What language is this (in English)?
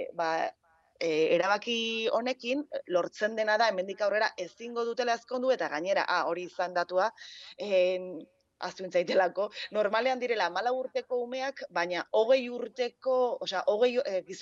Basque